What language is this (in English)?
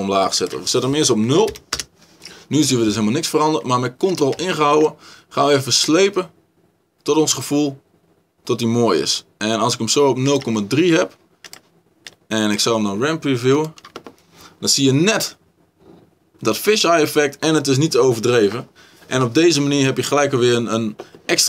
Dutch